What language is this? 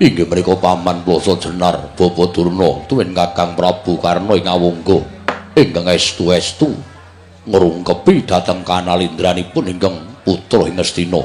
Javanese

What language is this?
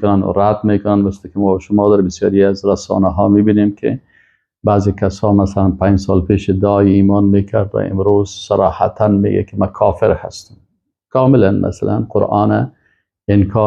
Persian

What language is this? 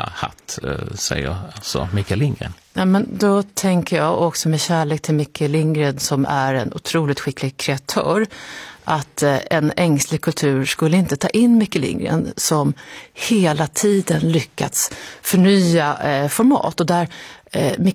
Swedish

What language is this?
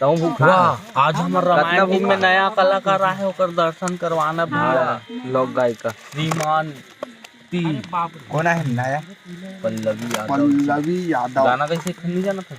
Chhattisgarhi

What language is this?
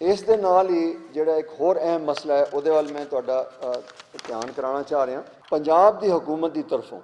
Western Panjabi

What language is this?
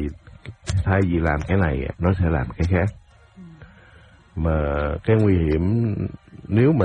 Vietnamese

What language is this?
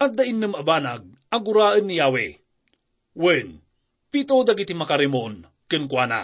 Iloko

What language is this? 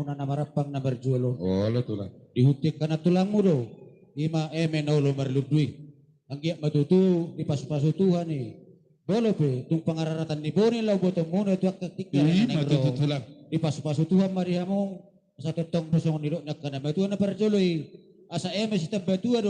Batak Toba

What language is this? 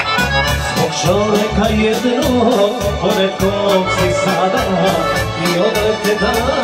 Serbian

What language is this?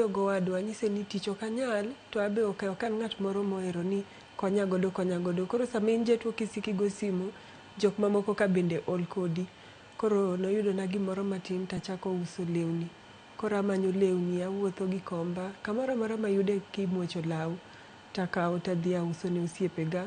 Luo (Kenya and Tanzania)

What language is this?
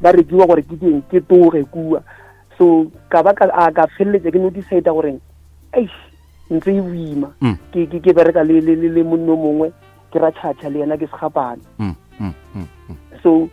Northern Sotho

